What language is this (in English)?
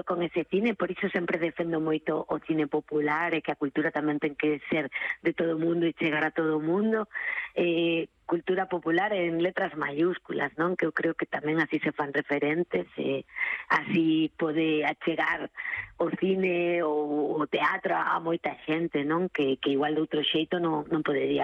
Galician